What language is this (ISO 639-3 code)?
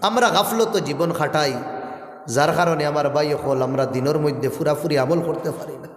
syl